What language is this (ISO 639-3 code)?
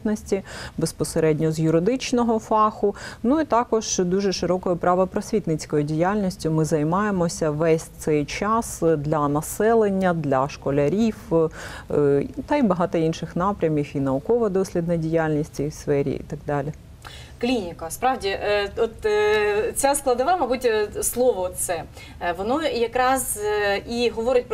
ukr